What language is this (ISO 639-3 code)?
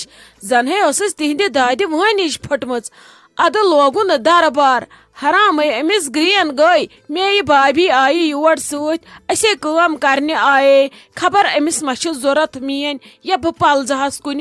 kas